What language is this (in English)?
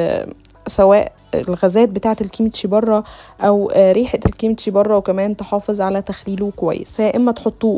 Egyptian Arabic